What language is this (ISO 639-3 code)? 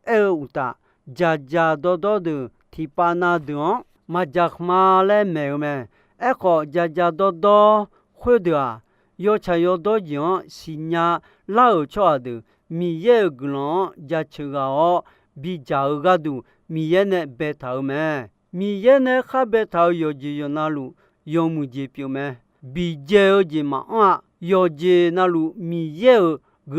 ahk